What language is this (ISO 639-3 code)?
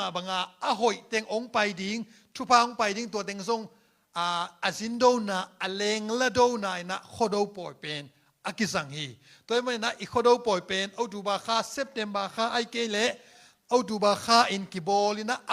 ctd